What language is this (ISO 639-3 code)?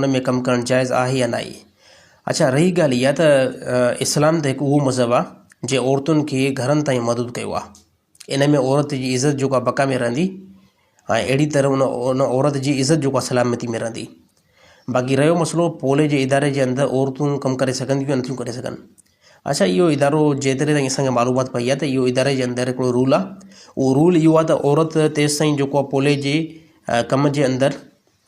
snd